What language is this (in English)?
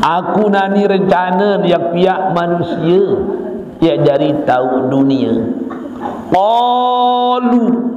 Sasak